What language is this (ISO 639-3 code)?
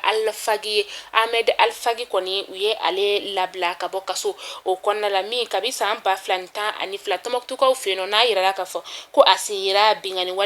bam